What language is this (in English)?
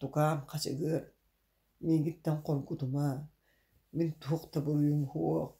Yakut